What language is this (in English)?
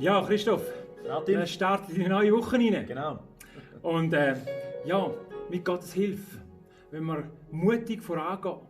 Swiss German